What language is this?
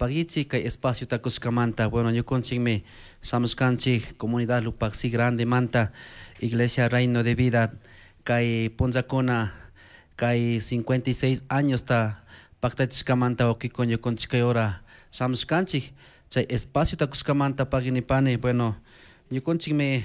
Chimborazo Highland Quichua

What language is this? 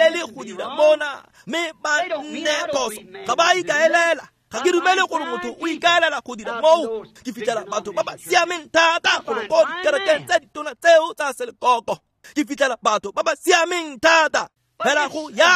Tswana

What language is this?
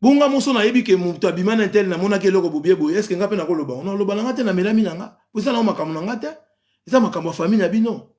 Lingala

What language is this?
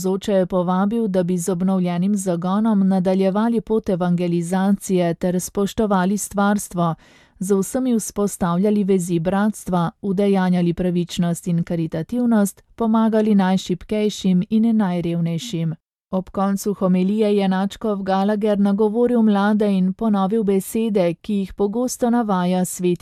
Slovenian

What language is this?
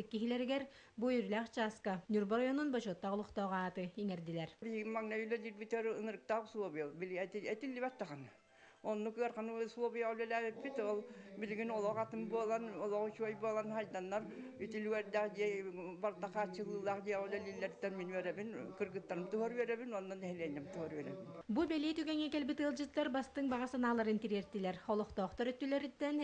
Yakut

